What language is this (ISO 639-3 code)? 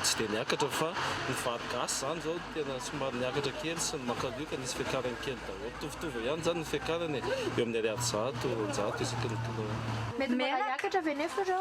mlg